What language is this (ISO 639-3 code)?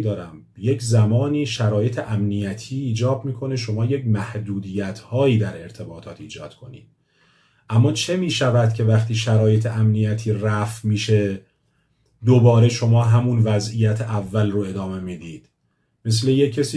fas